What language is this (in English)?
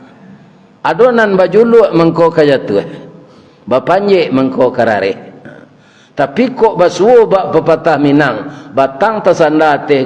Minangkabau